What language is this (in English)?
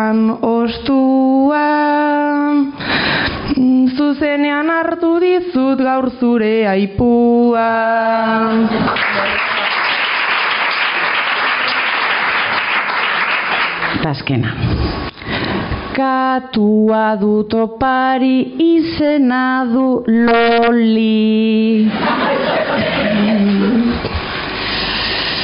Basque